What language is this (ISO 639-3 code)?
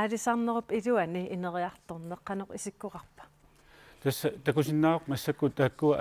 kal